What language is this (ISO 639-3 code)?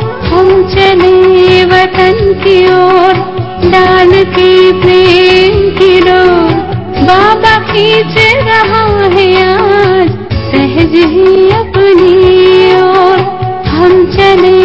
hin